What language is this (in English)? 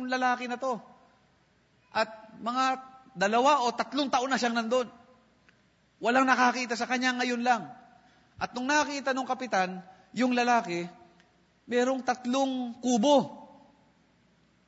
Filipino